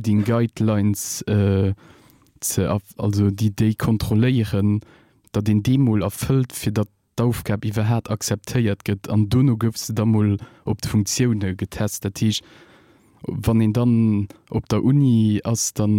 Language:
Luxembourgish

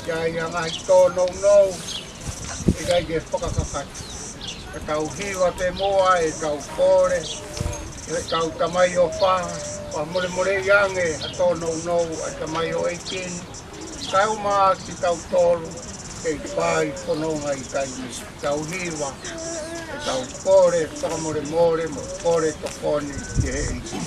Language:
Tongan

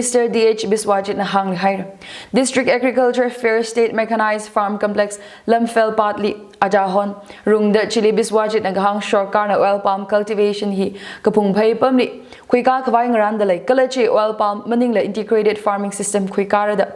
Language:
Tangkhul Naga (India)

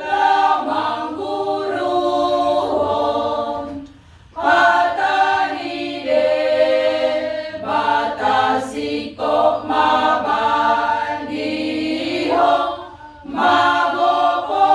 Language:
Batak Toba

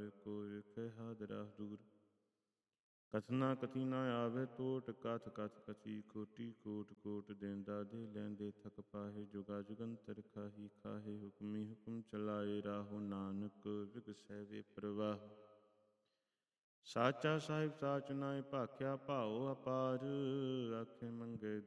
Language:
Punjabi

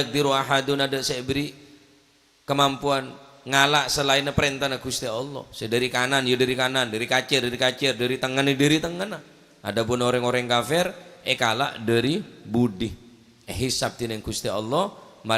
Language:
Madurese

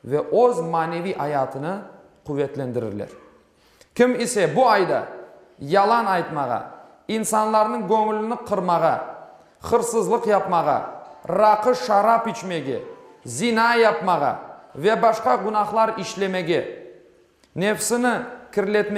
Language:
Crimean Tatar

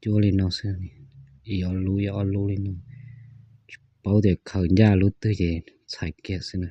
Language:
Hmong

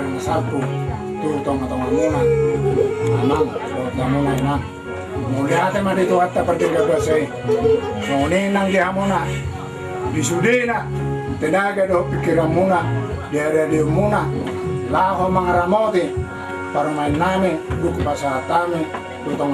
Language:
Batak Toba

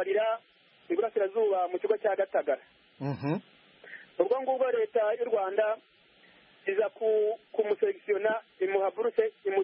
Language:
Kinyarwanda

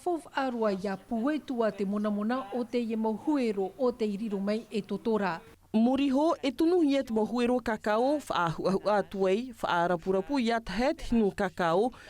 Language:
Tahitian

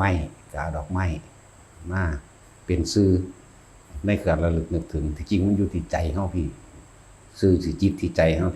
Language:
Northeastern Thai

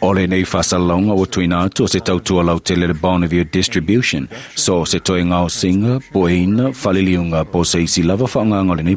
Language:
Samoan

